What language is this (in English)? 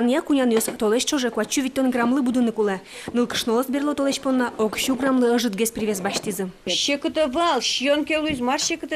Udmurt